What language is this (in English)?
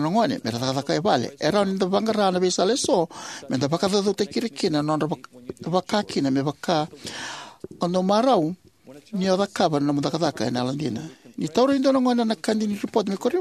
Fijian